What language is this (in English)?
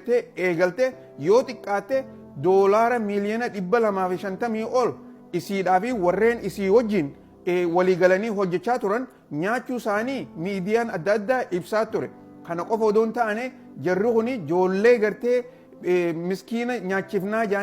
Oromo